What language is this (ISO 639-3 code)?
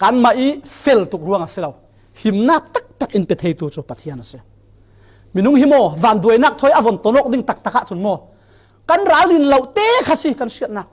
cfm